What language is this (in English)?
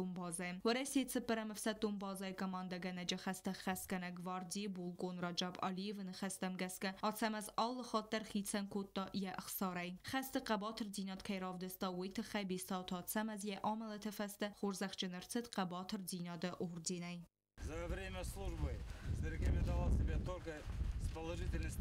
Ossetic